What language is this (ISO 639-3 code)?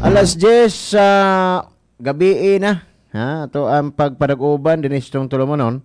ceb